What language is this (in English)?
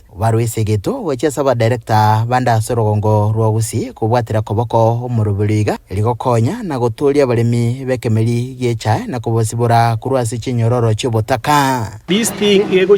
Gusii